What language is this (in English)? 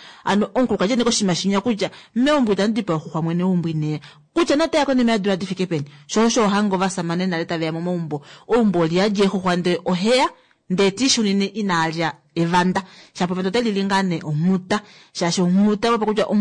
Kuanyama